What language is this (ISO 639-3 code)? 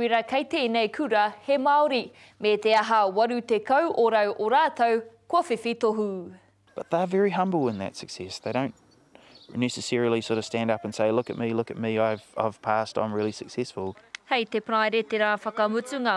mri